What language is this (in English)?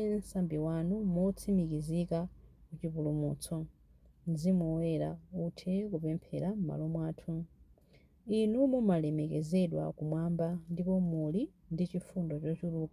Nyanja